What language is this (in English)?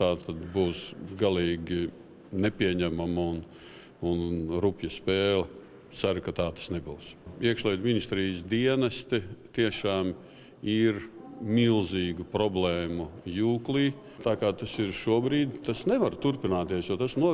Latvian